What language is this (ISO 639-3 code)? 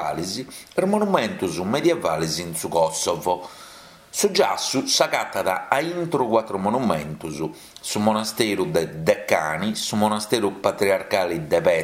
srd